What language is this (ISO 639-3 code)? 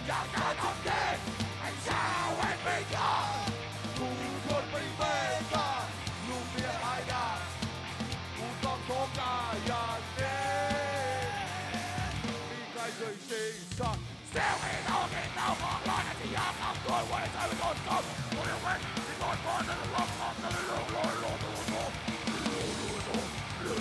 tha